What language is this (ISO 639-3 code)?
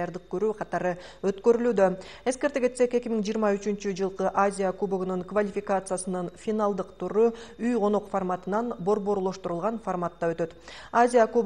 kir